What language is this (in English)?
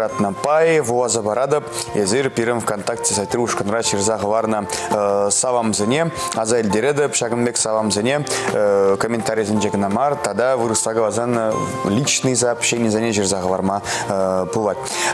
Chuvash